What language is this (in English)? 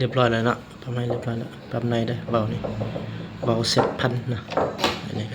Lao